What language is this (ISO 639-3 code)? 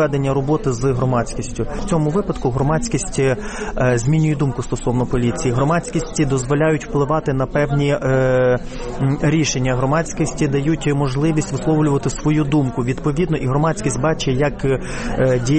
ukr